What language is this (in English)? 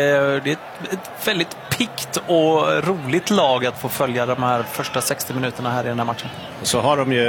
Swedish